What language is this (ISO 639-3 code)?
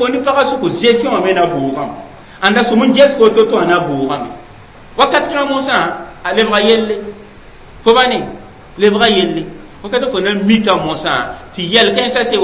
mos